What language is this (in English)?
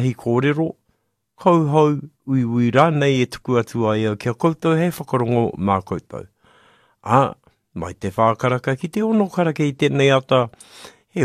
Māori